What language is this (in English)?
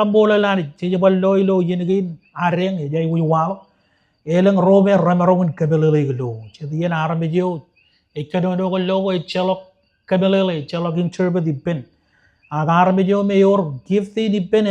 Marshallese